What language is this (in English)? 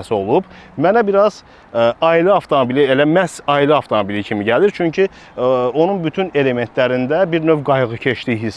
Azerbaijani